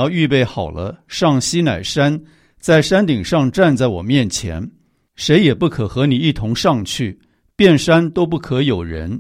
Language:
Chinese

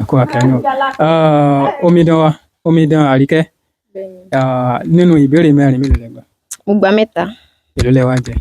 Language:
Yoruba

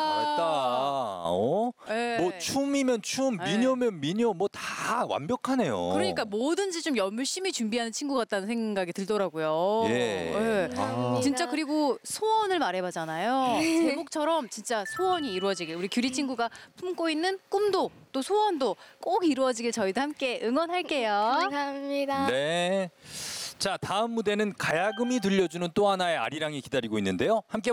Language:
Korean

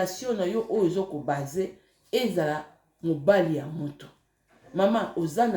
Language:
Lingala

